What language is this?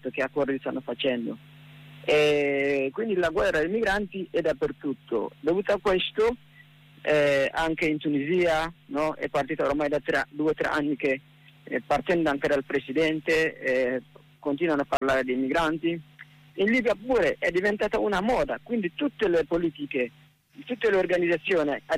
Italian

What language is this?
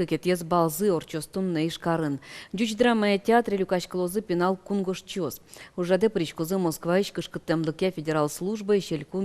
Udmurt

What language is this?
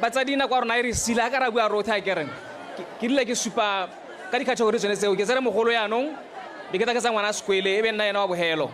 Tswana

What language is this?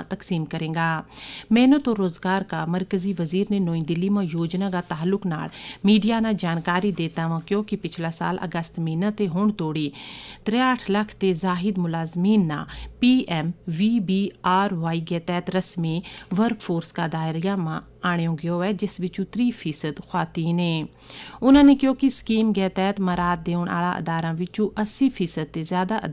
Gujari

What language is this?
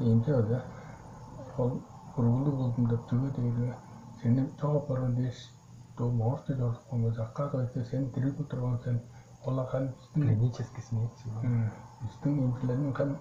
Tuvinian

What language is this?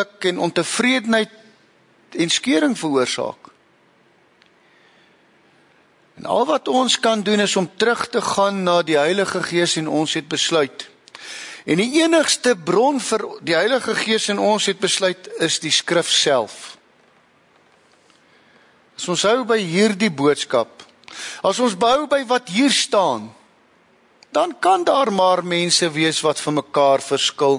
Afrikaans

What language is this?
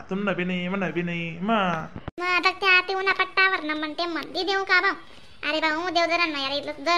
Khandesi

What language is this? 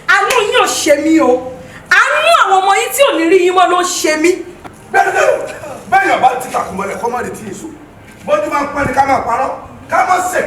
Yoruba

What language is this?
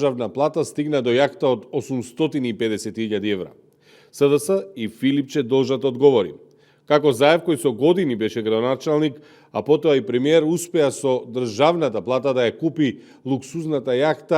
Macedonian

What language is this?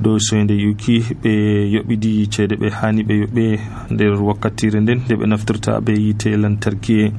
Nigerian Fulfulde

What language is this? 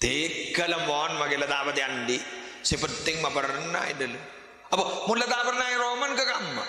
Madurese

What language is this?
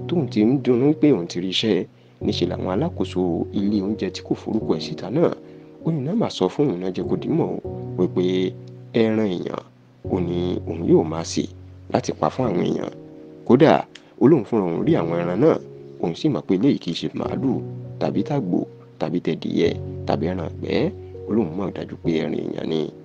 Yoruba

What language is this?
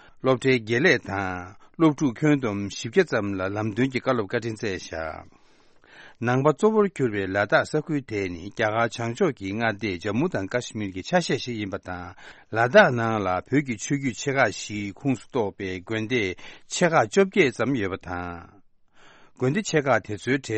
Tibetan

